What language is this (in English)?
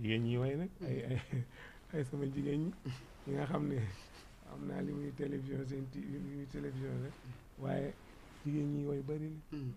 Wolof